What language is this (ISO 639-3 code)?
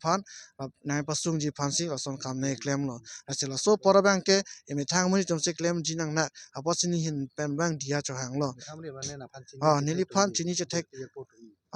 mjw